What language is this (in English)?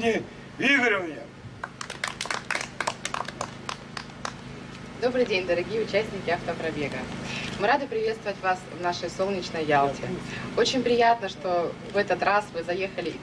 Russian